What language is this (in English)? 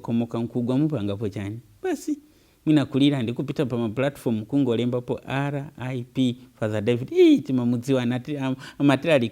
Nyanja